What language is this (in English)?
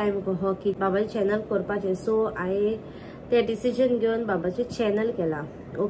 Konkani